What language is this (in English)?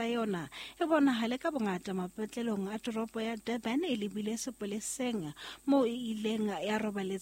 Southern Sotho